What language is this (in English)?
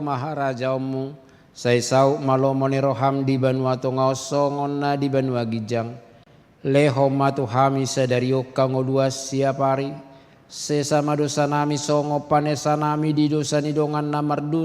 Batak Toba